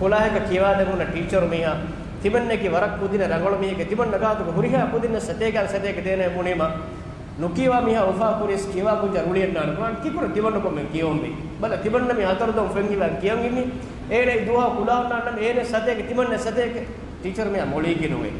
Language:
Divehi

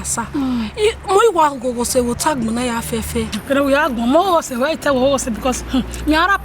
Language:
Bini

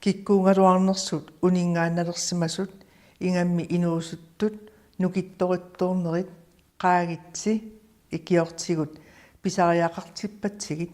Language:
Kalaallisut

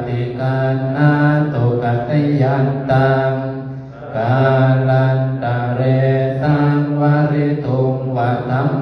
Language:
Pali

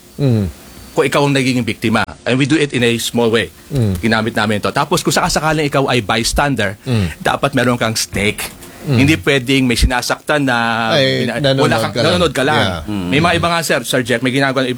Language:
Filipino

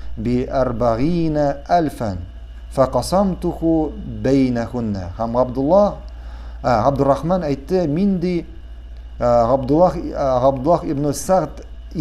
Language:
Tatar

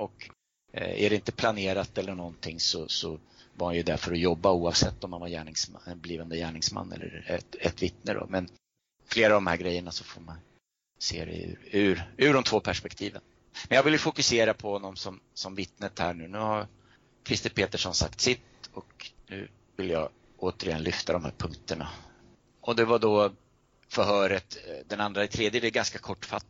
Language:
Swedish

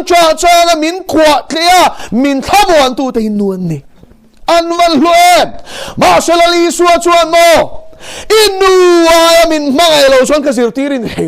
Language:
Mizo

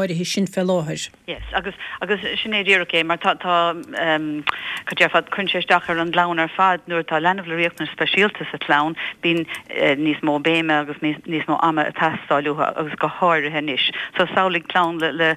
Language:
Irish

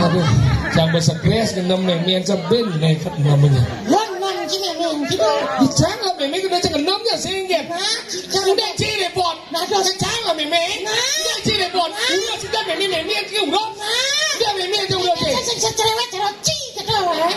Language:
Balinese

